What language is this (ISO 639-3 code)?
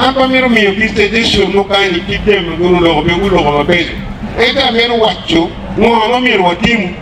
ach